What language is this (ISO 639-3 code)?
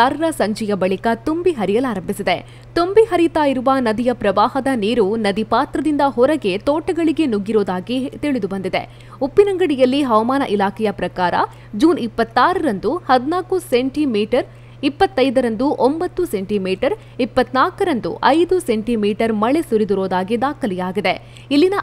kan